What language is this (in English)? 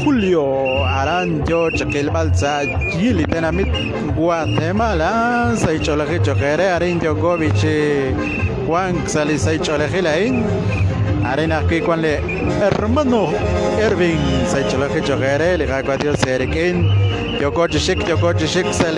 Kekchí